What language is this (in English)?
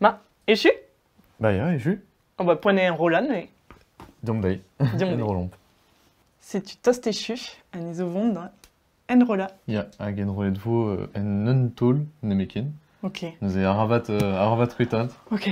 Breton